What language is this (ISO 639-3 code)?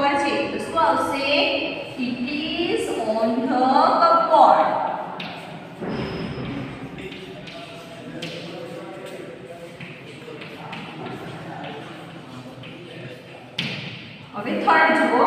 guj